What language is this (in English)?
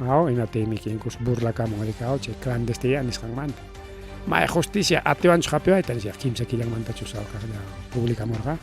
Ayacucho Quechua